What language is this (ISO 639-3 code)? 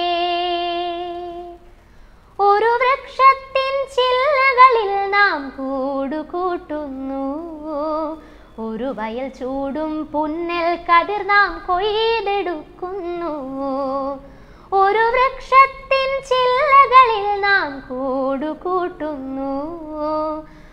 mal